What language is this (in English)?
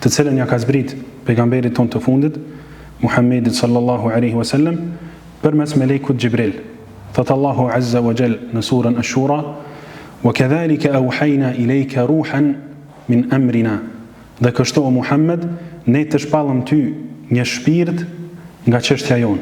Albanian